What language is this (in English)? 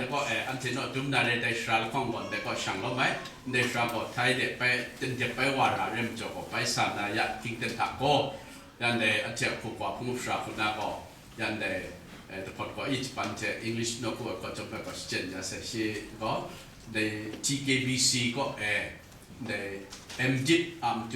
Kachin